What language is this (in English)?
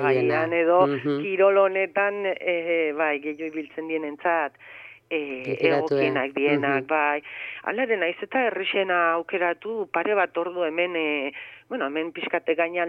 Basque